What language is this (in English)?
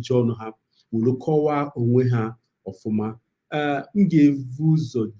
Igbo